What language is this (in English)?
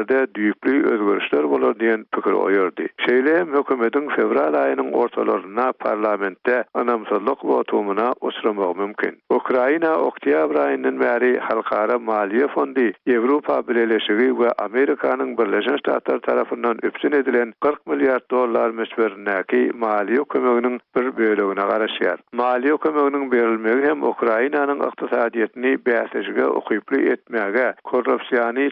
Turkmen